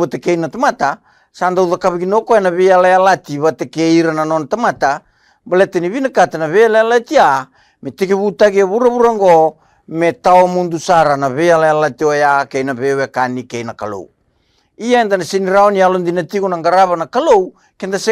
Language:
Fijian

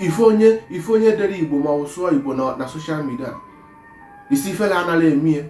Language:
Igbo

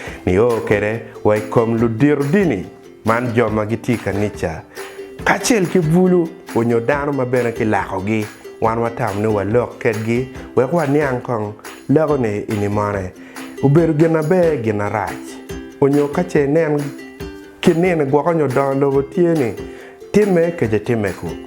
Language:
Acoli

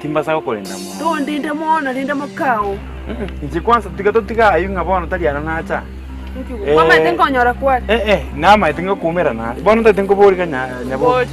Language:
Gusii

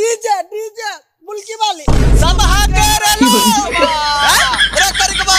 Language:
Maithili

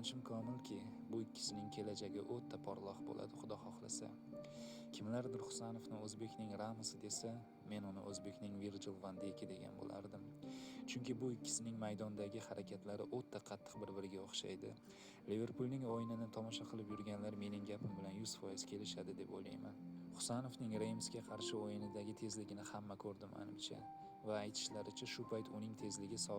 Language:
Uzbek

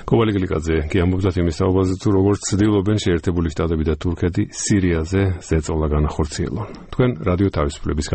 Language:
Georgian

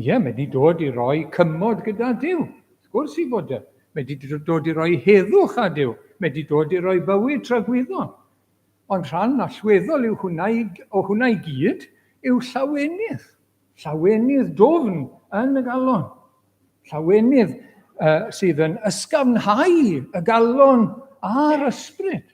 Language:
Welsh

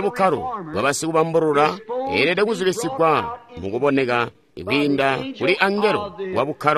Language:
Tonga (Zambia)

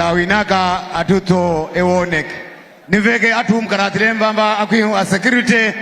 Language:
Nyanja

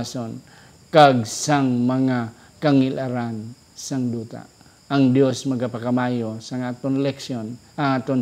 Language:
Hiligaynon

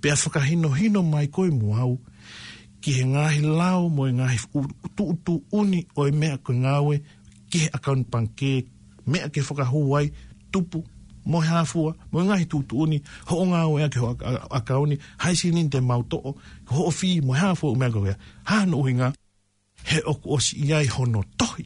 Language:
Tongan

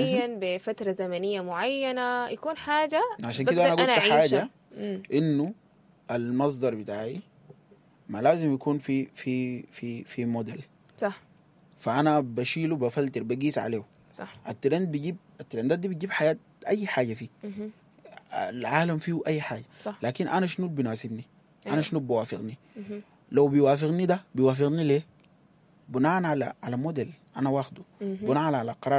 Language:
Sudanese Arabic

